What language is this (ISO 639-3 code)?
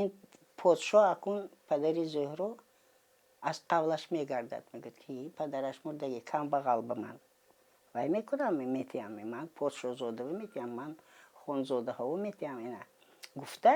tgk